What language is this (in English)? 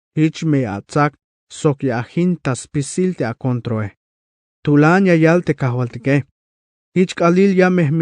Tzeltal